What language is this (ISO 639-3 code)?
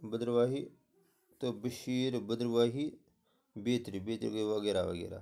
kas